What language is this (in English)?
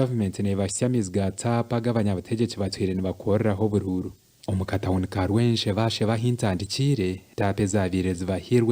Nyankole